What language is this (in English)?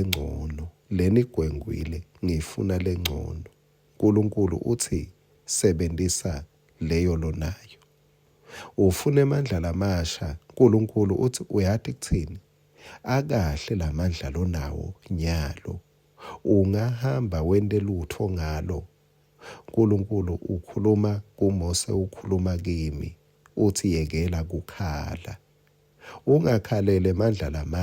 Swati